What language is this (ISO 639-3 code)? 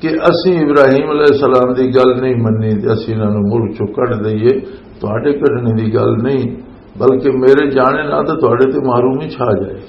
lah